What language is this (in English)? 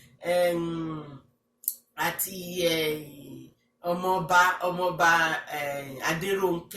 Yoruba